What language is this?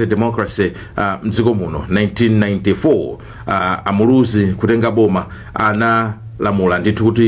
Nyanja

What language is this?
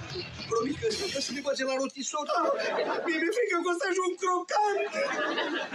Romanian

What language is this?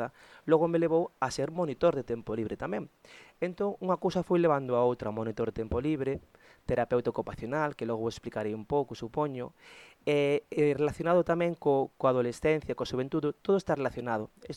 Galician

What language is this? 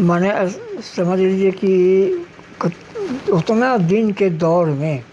Sadri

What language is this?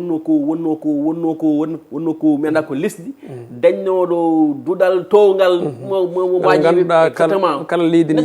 Fula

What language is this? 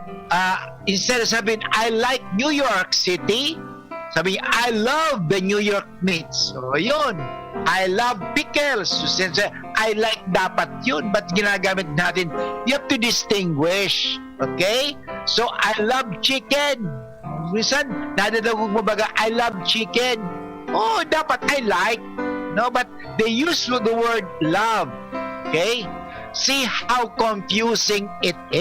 Bikol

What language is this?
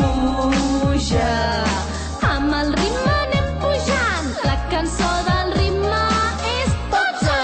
Catalan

